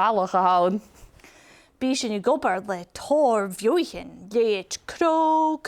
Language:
Scottish Gaelic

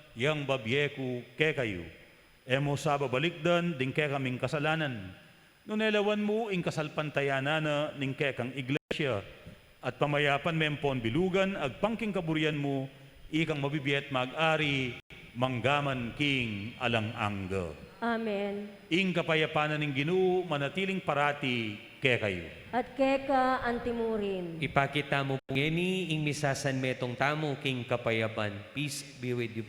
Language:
Pampanga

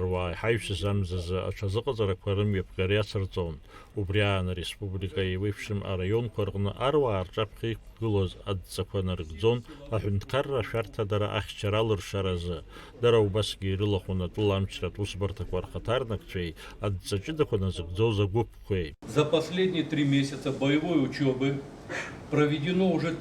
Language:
Abkhazian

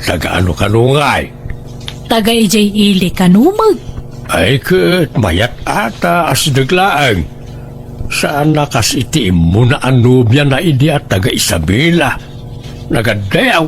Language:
Iloko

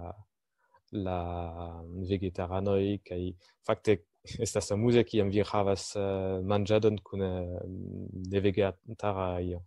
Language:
Esperanto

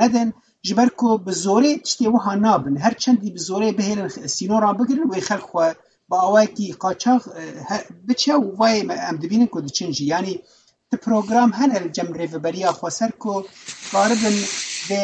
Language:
Kurdish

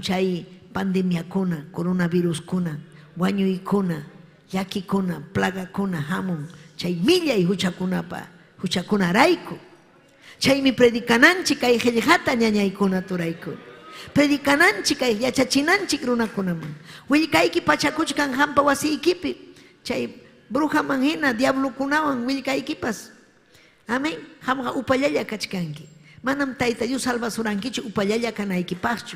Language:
Ayacucho Quechua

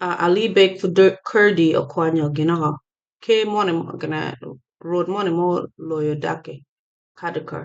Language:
Acoli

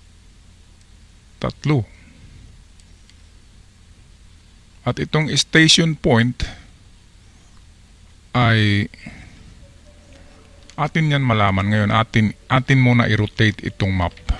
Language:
Filipino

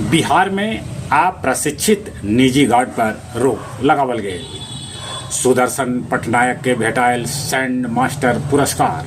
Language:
Magahi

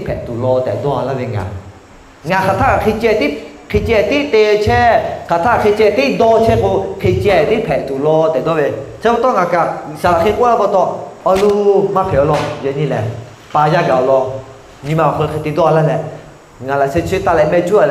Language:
Lahu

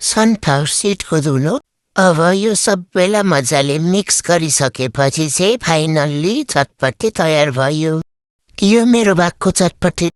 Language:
Nepali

